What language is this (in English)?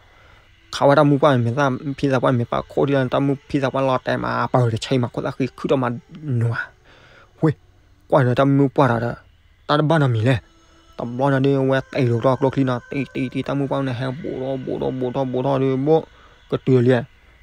S'gaw Karen